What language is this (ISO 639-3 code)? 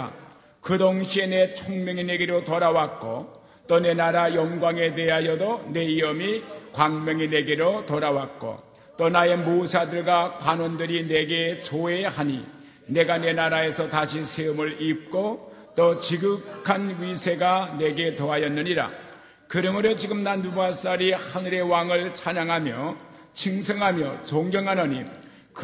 kor